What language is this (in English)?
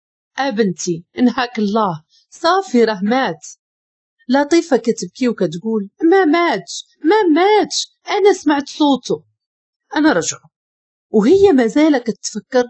Moroccan Arabic